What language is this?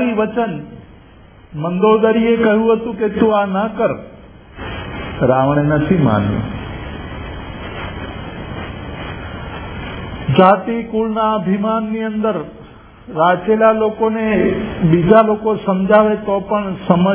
Gujarati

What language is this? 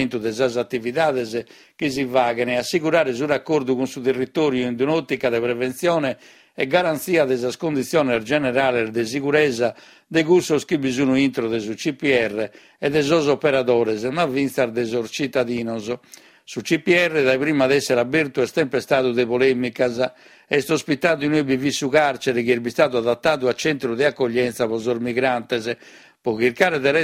Sardinian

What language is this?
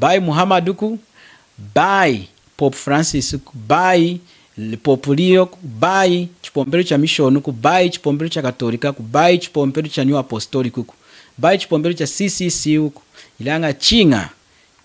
Lunda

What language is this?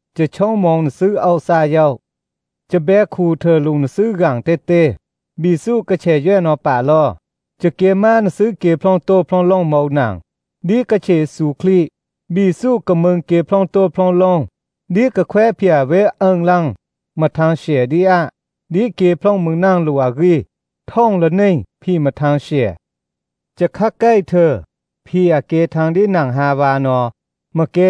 Thai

